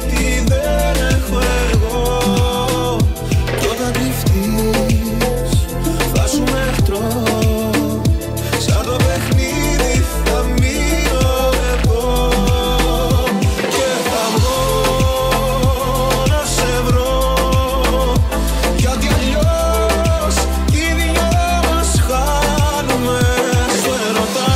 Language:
Greek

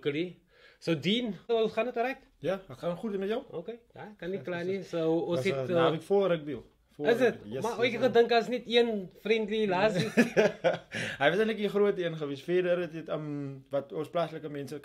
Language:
Afrikaans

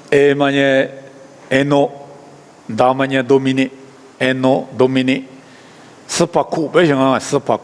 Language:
Lisu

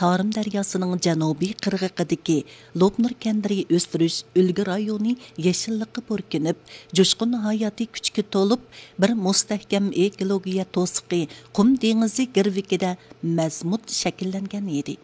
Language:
Uyghur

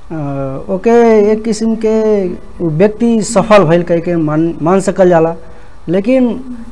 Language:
Bhojpuri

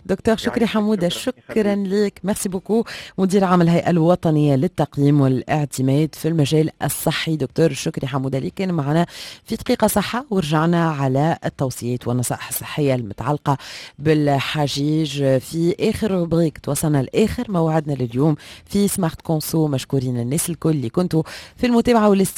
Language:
Tunisian Arabic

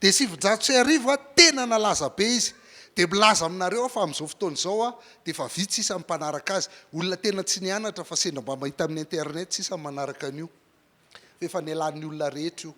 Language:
Malagasy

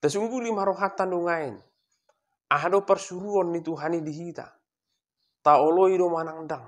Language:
Batak Toba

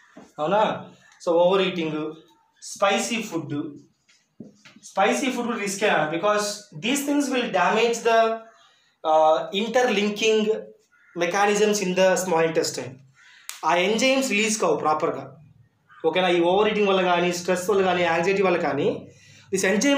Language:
Telugu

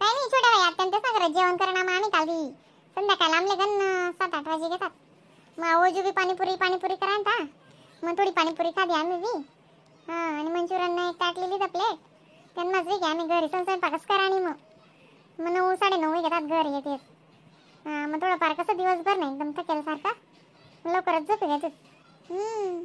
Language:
Khandesi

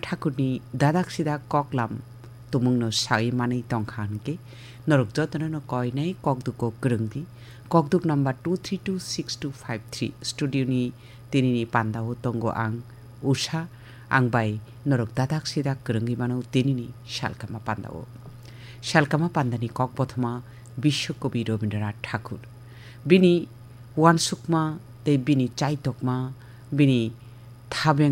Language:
Kok Borok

